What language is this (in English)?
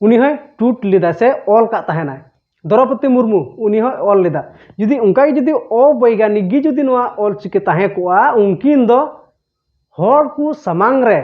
Santali